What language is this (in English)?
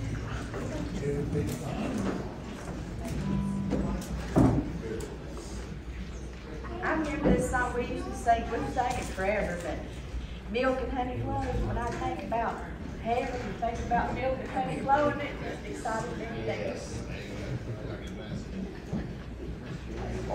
English